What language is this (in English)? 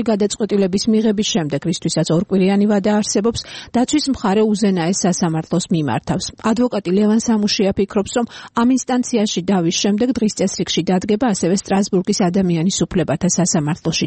Georgian